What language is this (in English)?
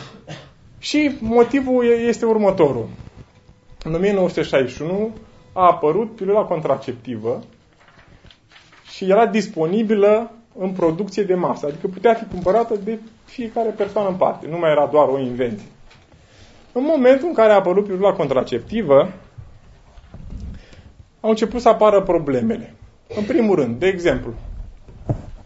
Romanian